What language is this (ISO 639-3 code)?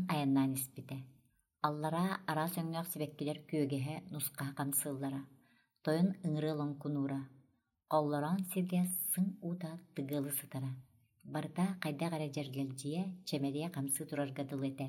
sah